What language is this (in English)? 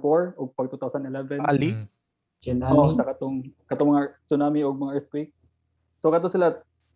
Cebuano